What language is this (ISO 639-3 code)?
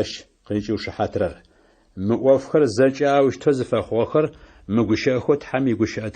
ady